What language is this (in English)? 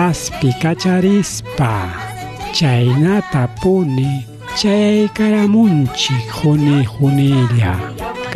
Ayacucho Quechua